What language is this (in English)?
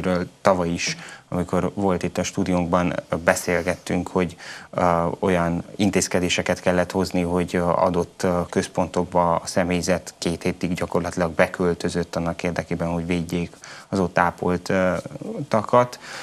Hungarian